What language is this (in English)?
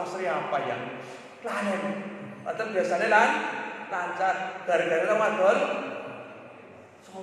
Javanese